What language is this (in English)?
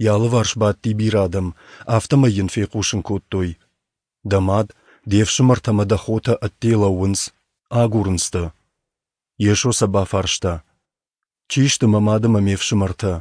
Ossetic